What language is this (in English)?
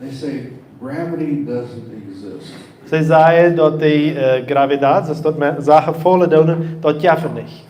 Plautdietsch